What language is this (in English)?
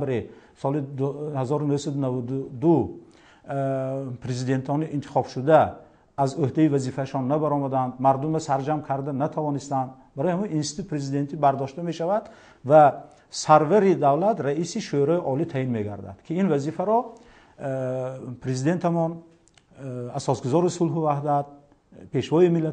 Tajik